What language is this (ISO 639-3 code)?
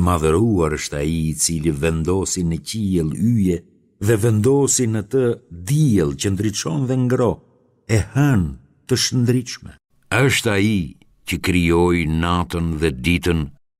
sqi